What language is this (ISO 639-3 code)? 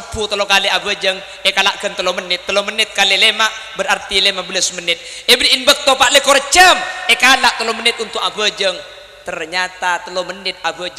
mad